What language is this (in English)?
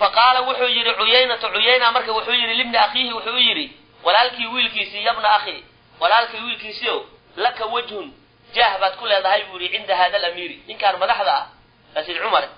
Somali